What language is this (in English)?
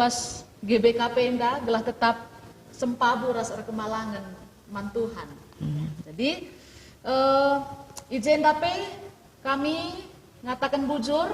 Batak Karo